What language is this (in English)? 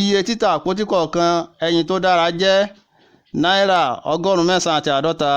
Yoruba